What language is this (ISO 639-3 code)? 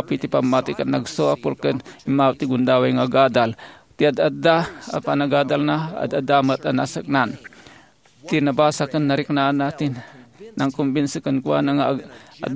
ilo